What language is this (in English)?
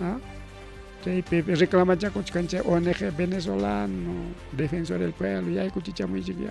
Ayacucho Quechua